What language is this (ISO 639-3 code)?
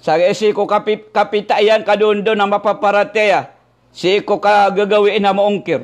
mrw